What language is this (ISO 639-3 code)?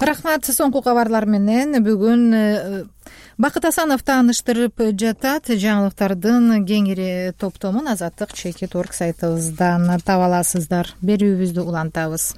kir